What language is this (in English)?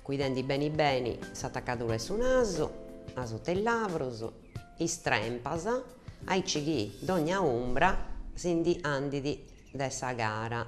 Sardinian